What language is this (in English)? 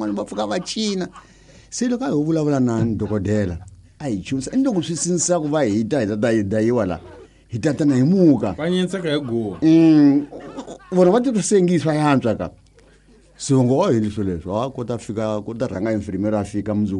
Tsonga